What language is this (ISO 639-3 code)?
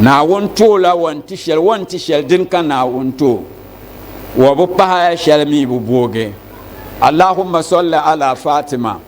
dag